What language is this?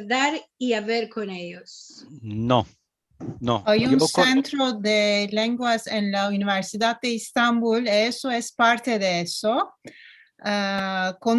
Ladino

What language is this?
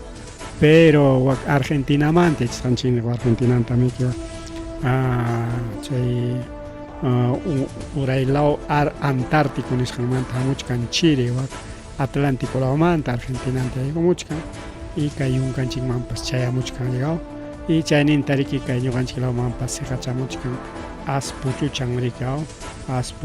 Ayacucho Quechua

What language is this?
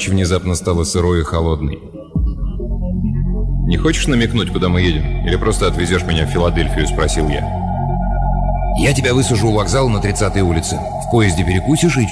Russian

